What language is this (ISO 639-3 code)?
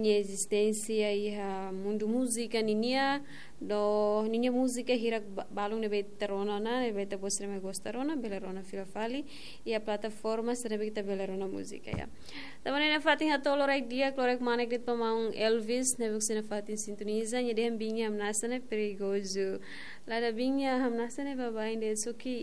tet